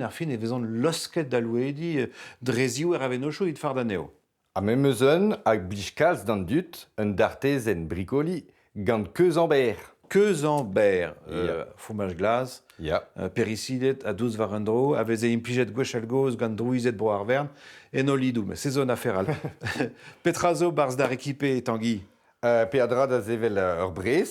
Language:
Breton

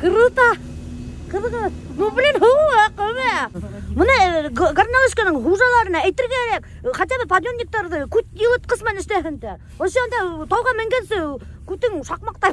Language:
Bashkir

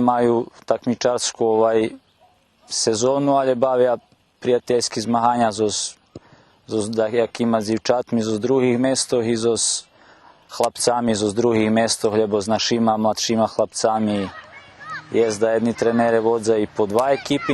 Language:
Rusyn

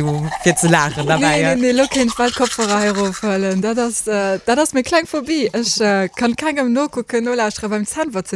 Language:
Luxembourgish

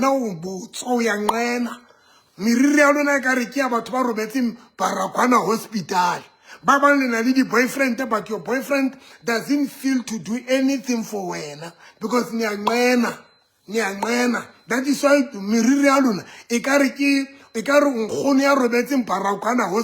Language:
Southern Sotho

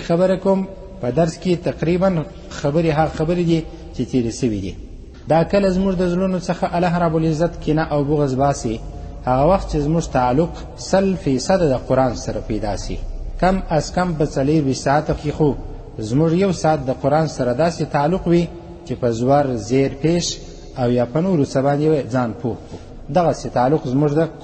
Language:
Pashto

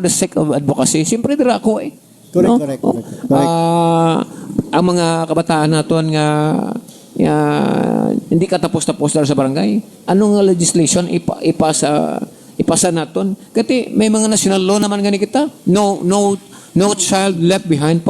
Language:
Hiligaynon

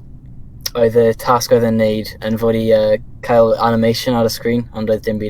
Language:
Welsh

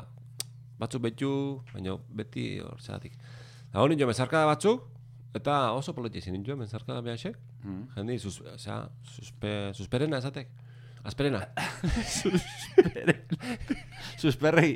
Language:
Basque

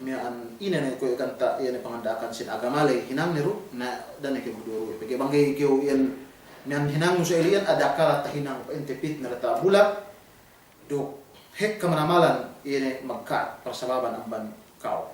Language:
Yakan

